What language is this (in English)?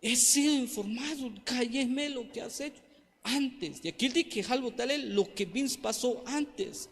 Tzeltal